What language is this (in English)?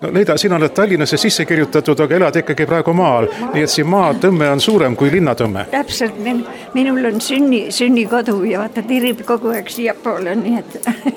Estonian